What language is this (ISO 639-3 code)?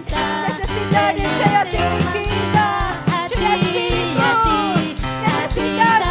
quy